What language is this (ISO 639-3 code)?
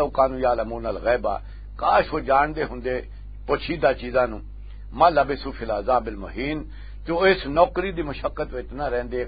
lah